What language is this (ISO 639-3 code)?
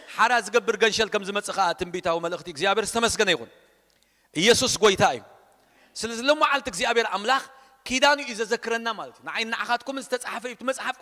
tir